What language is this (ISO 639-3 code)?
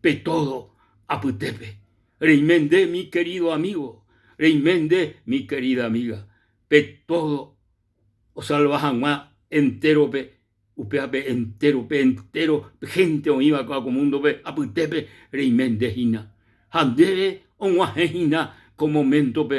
grn